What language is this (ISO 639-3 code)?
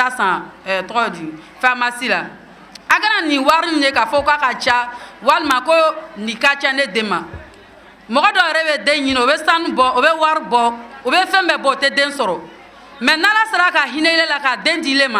bam